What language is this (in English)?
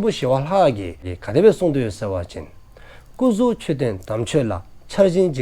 Dzongkha